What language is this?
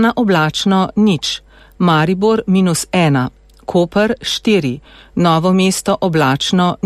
Slovenian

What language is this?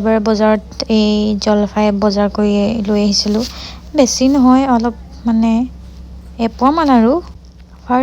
Assamese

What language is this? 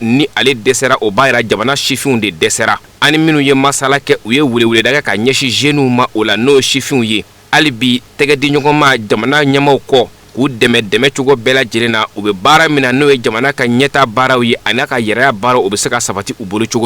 Bambara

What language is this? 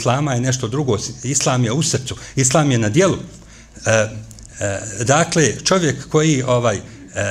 Bosnian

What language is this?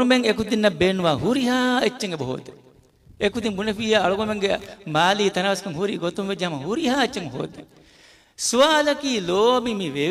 Divehi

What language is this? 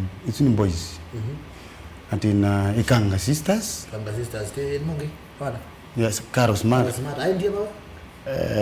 Kamba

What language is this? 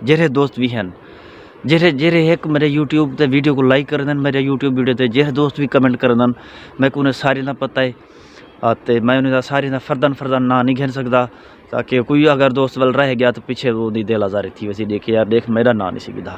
Saraiki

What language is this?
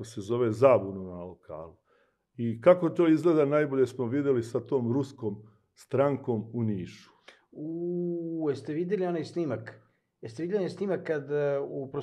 Serbian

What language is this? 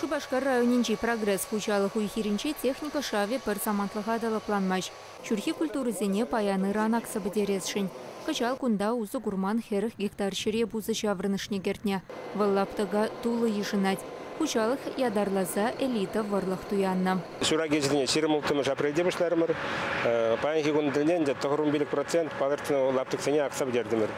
Chuvash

